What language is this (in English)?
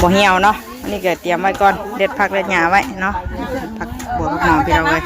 Northeastern Thai